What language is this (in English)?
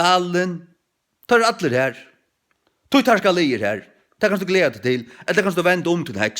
Faroese